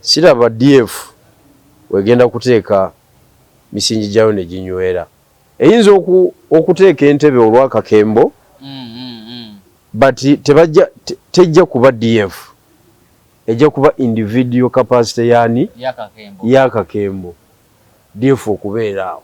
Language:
Ganda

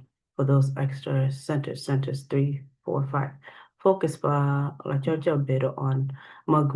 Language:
Acoli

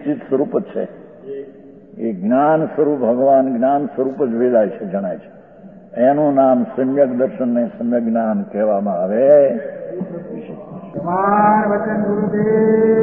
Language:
Gujarati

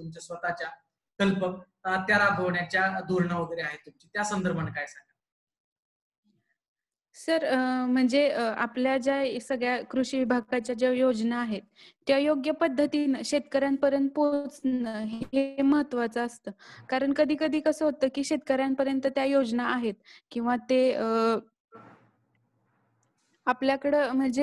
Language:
Marathi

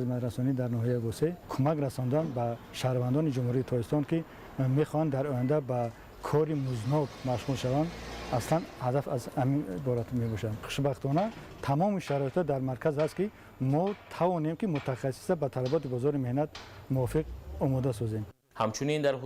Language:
Tajik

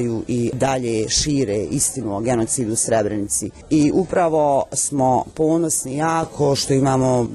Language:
Bosnian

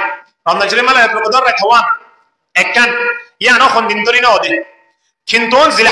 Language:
Rohingya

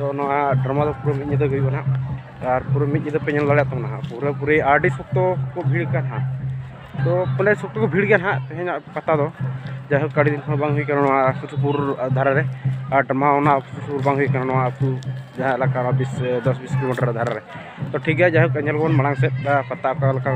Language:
Santali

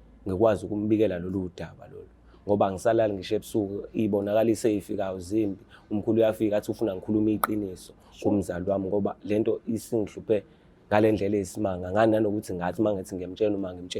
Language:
Zulu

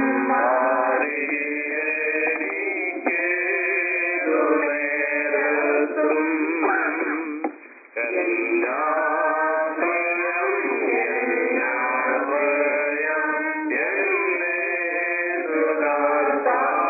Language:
Malayalam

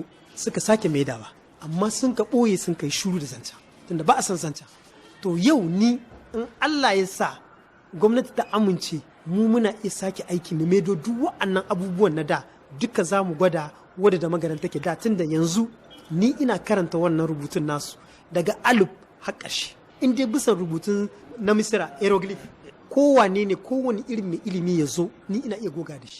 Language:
Hausa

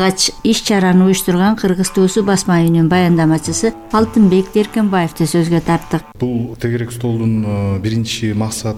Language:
Kyrgyz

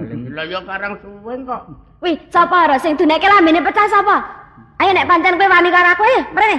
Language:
Javanese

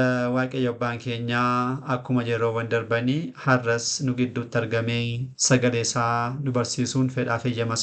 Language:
Oromo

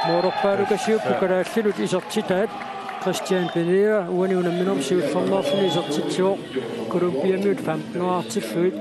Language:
Kalaallisut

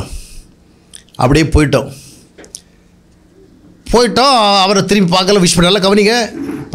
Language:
Tamil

